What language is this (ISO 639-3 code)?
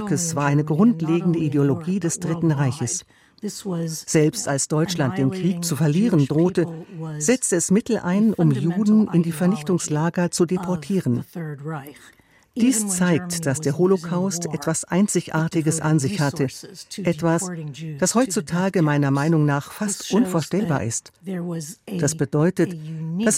deu